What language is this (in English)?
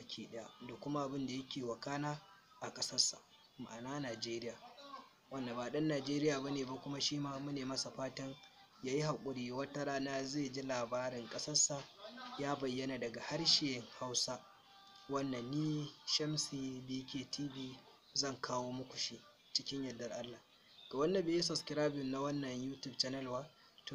Hausa